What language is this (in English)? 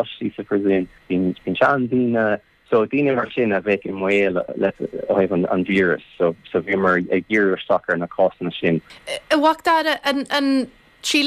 Irish